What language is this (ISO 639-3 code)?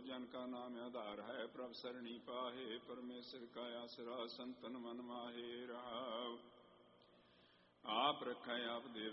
pan